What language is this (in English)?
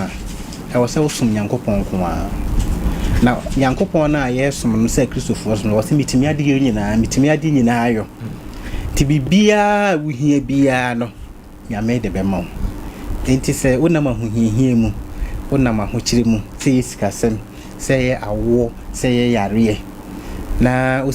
Akan